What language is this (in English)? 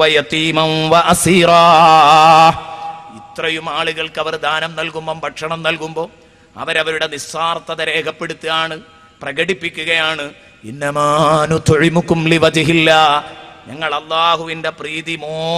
Malayalam